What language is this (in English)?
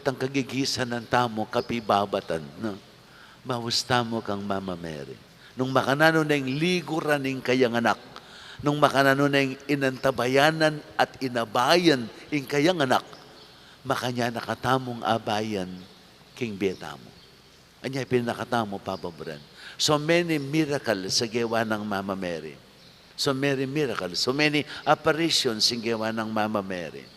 Pampanga